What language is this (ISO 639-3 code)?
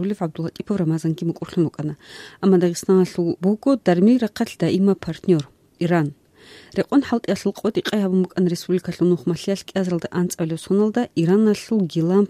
ava